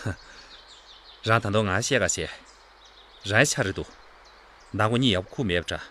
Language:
Tibetan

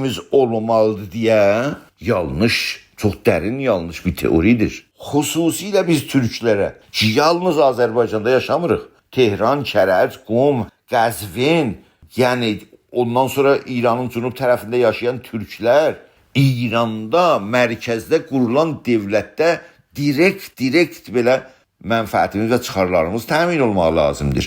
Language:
South Azerbaijani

